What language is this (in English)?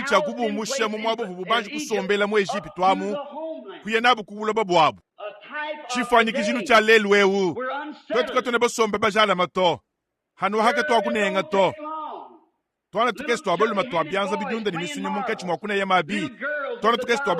Luba-Lulua